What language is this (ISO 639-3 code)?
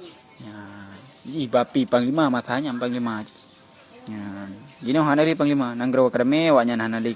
ace